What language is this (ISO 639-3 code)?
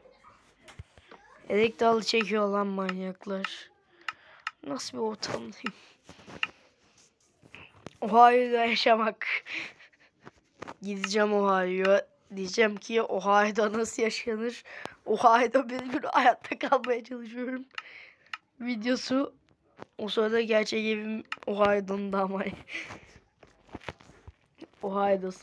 tur